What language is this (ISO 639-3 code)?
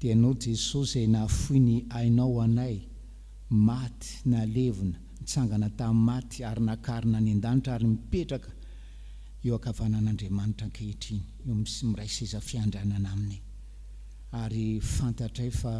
mlg